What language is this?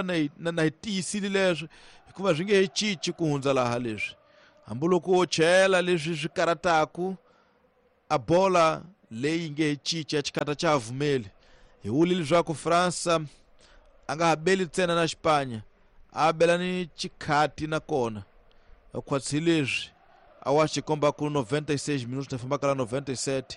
Tsonga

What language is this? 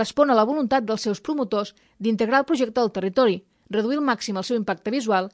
Catalan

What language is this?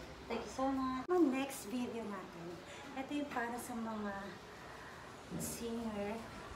Filipino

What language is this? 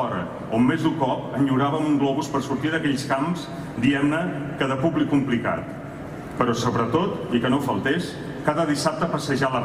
Catalan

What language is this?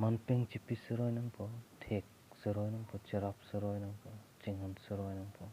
Karbi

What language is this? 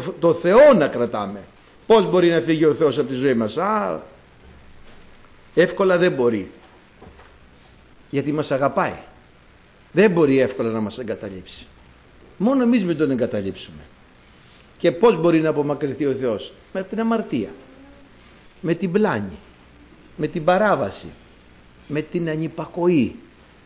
Greek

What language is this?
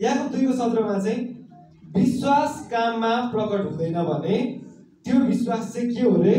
Nepali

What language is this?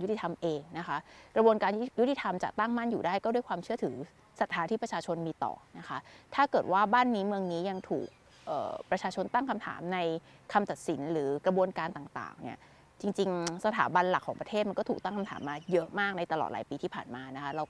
Thai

